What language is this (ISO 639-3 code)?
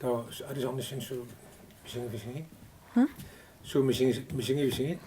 kal